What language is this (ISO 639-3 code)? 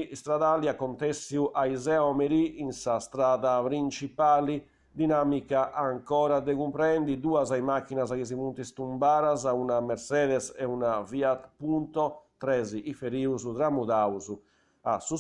srd